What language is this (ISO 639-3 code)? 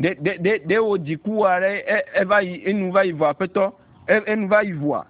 ewe